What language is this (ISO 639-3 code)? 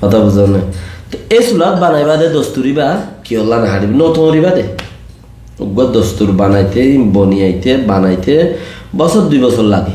rhg